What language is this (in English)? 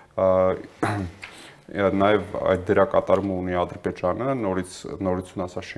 Armenian